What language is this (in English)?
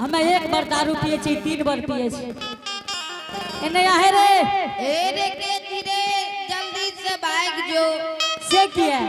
Angika